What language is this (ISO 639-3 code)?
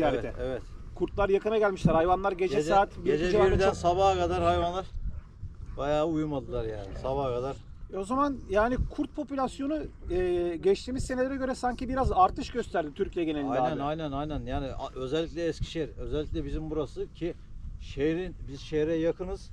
tur